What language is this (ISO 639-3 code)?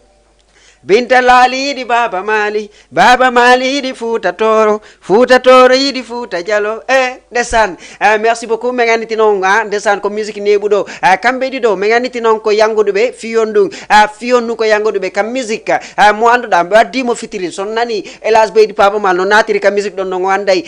ful